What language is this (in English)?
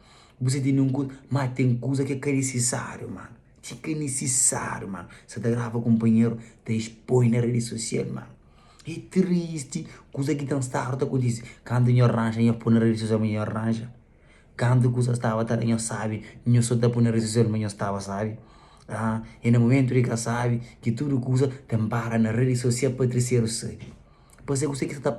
Kabuverdianu